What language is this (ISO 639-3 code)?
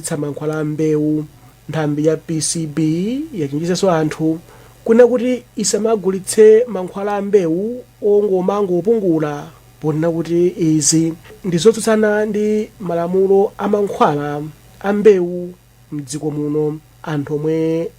nya